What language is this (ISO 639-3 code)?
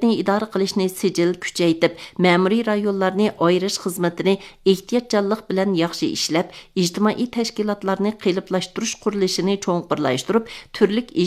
uig